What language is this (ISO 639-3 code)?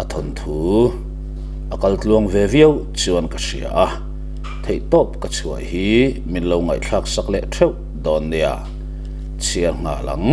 lus